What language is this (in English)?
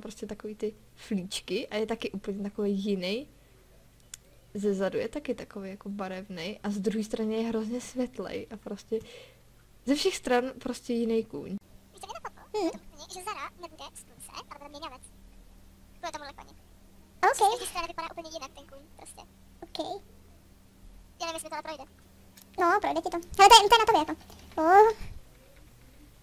Czech